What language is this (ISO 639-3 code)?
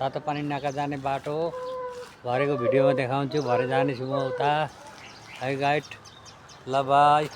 nep